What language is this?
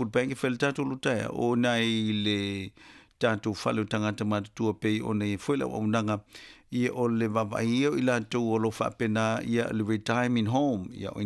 Samoan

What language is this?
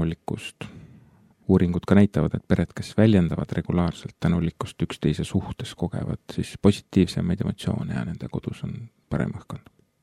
Estonian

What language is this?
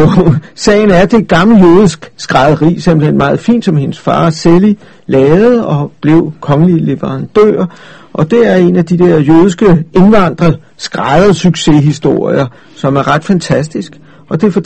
Danish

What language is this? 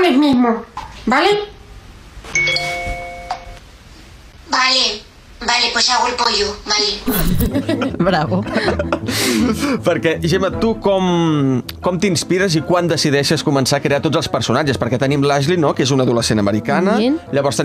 Catalan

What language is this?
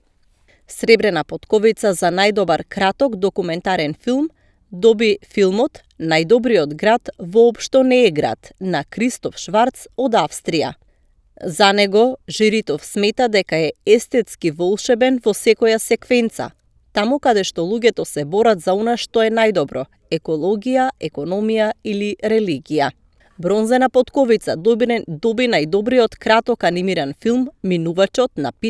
Macedonian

